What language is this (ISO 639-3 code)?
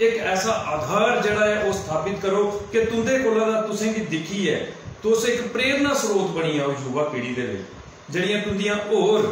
doi